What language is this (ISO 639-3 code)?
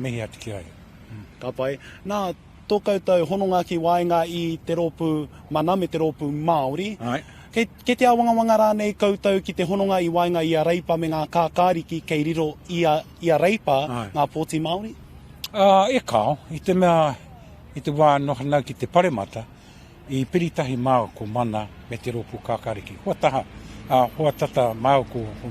mri